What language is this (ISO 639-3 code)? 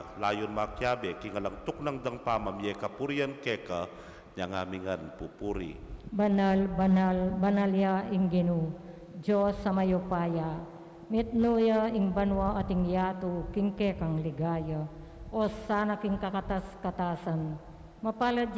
pam